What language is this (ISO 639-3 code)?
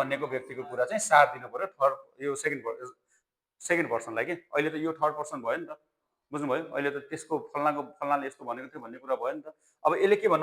nep